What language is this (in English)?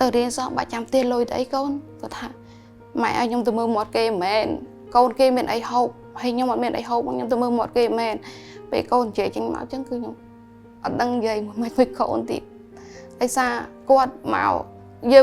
Khmer